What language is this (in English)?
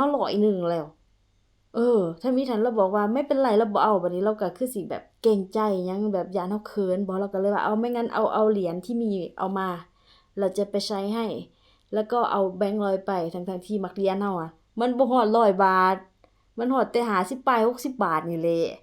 Lao